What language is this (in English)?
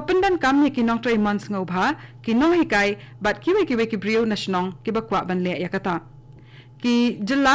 Khasi